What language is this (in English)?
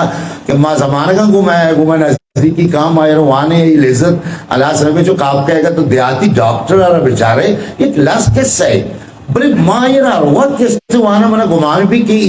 Eastern Balochi